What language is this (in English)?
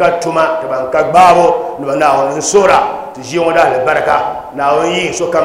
Dagbani